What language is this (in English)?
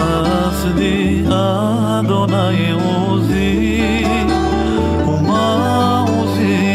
Hebrew